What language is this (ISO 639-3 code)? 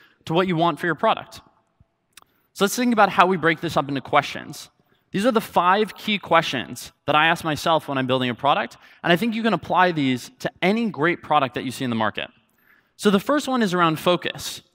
eng